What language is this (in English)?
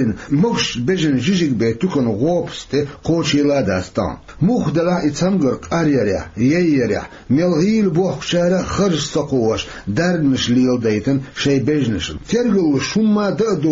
Chechen